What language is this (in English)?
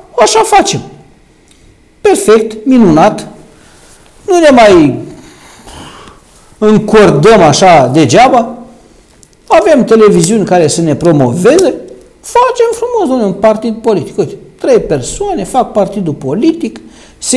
Romanian